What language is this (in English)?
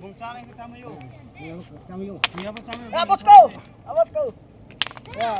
Riang (India)